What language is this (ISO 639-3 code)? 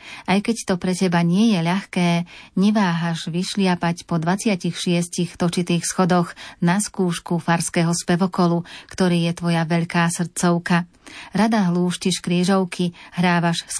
slk